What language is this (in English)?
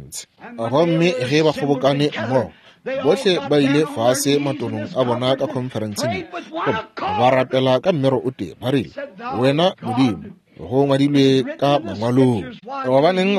Northern Sotho